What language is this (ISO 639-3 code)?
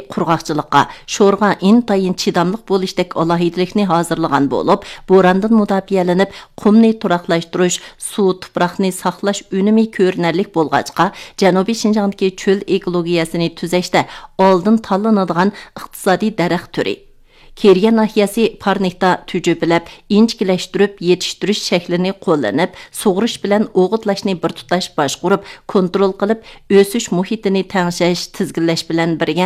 uig